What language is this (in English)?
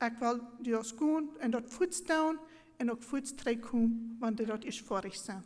Plautdietsch